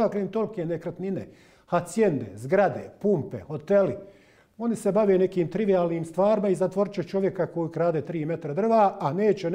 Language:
Bosnian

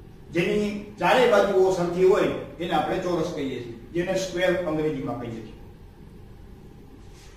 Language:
Gujarati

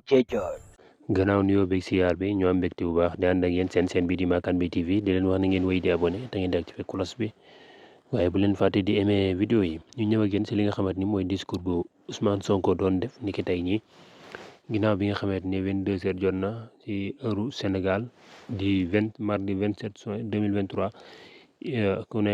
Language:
Wolof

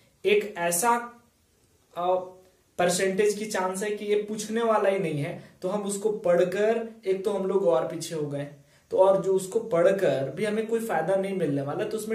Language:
Hindi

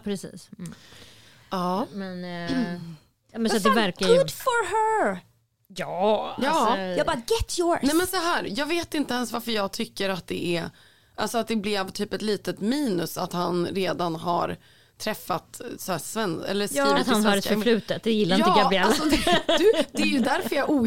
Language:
Swedish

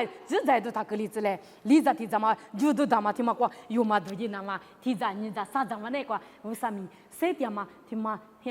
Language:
Lisu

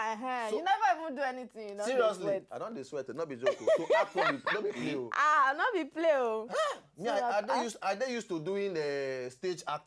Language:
Nigerian Pidgin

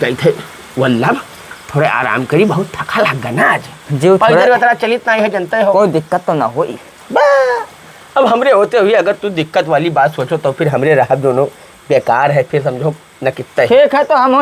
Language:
Awadhi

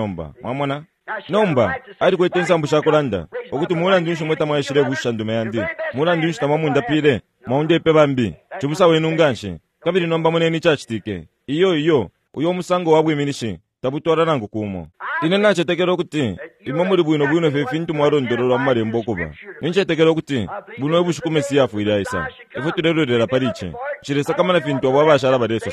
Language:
Bemba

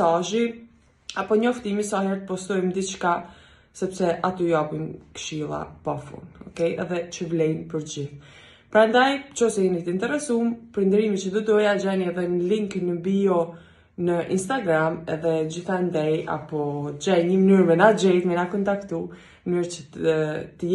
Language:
Albanian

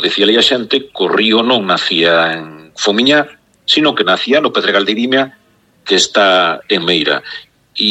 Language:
Galician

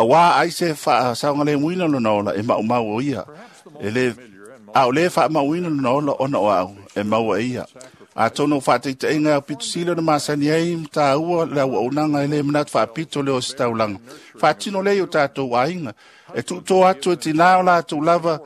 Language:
Samoan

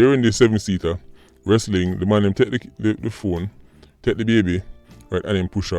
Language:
Jamaican Creole English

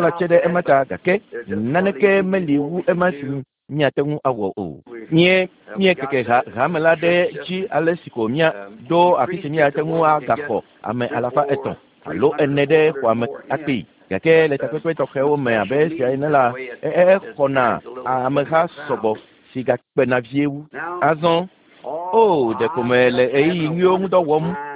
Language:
Ewe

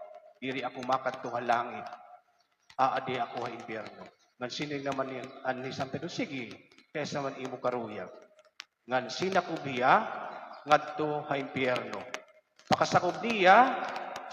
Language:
Waray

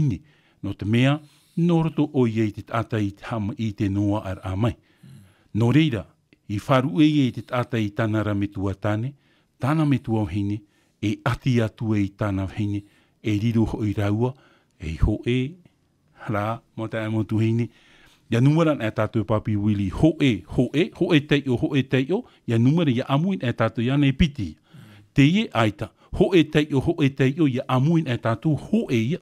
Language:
Tahitian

